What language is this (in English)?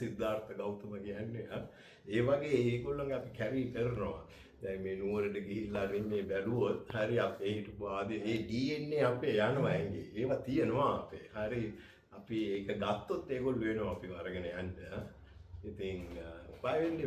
Sinhala